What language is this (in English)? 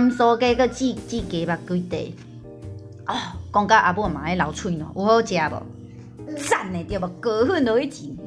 Min Nan Chinese